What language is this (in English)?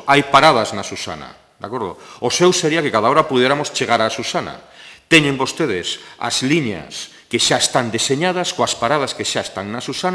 Galician